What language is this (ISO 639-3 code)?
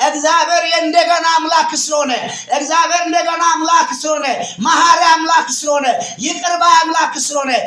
amh